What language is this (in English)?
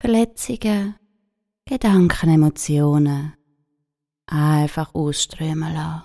Swiss German